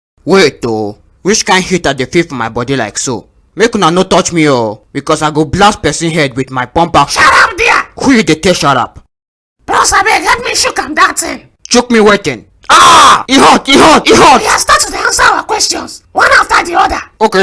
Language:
Nigerian Pidgin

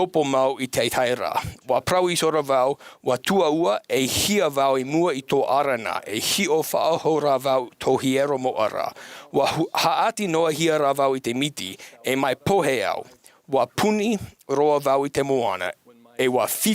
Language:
Tahitian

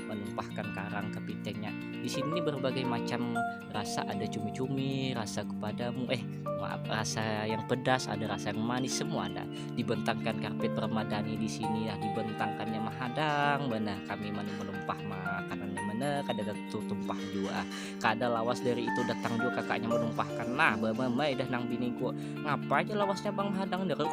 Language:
Banjar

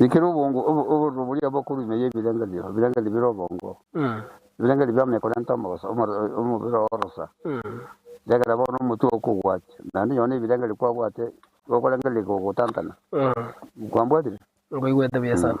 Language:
Gusii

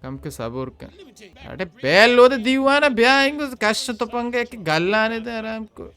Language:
Baluchi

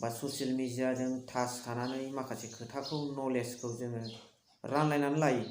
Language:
Bodo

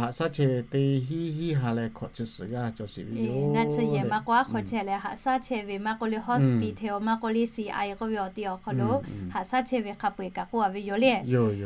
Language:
Lahu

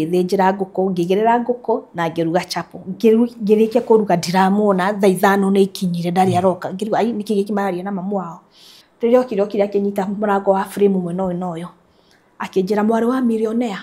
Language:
Kikuyu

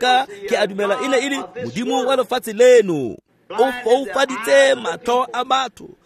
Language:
Tswana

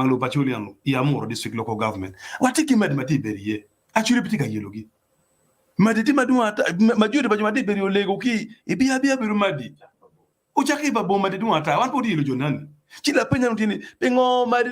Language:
Acoli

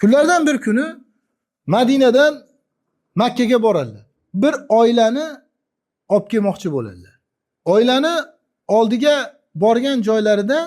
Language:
Uzbek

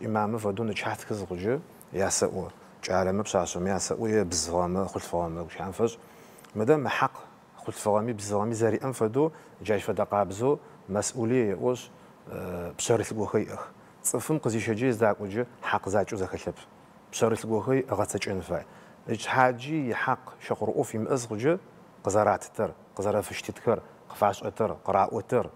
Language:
Adyghe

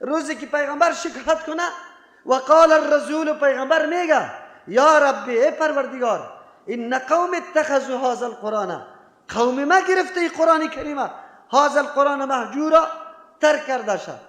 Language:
Persian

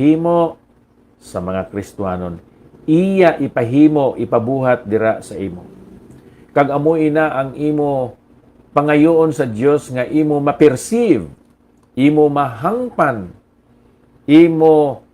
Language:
Hiligaynon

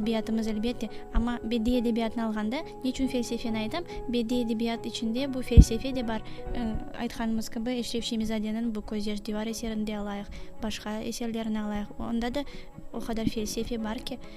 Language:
Crimean Tatar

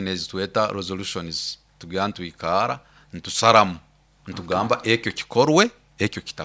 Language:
Nyoro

